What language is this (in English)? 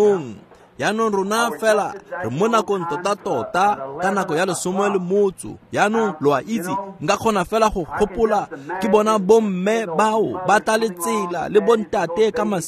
Tswana